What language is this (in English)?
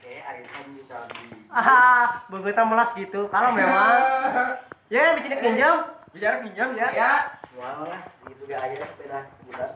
Sundanese